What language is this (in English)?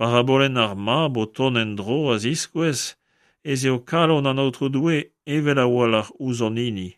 Breton